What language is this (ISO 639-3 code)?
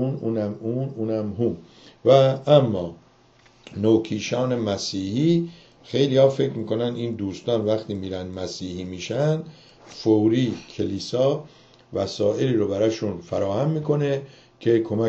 fas